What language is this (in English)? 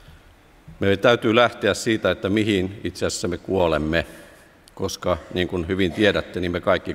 Finnish